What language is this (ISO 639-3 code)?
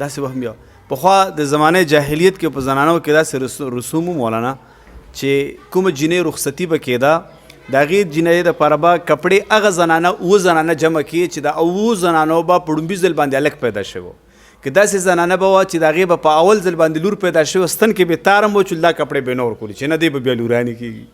pus